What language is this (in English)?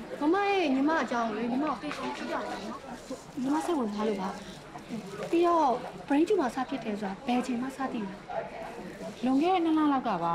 Burmese